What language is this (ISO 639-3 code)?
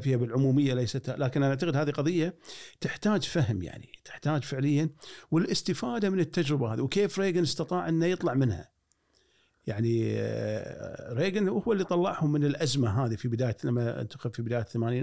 afb